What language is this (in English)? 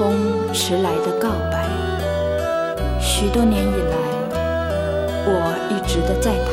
Chinese